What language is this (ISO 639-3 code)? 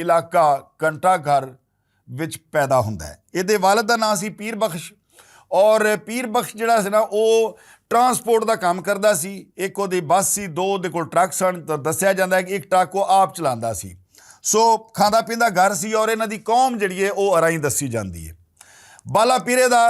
lah